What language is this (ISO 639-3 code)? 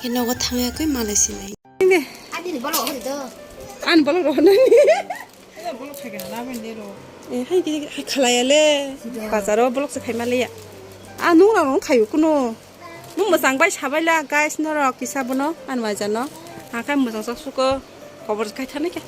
trp